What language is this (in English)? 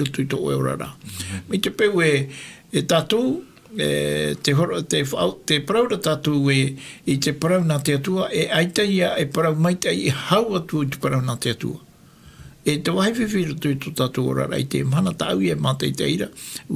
Tahitian